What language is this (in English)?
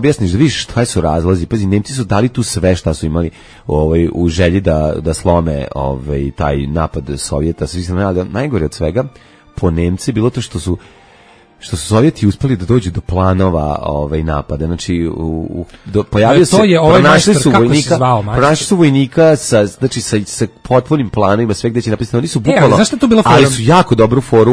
Serbian